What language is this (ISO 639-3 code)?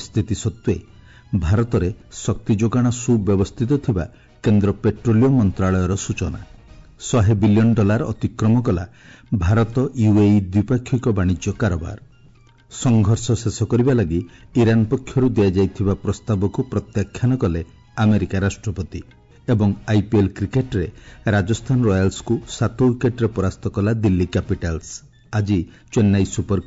ori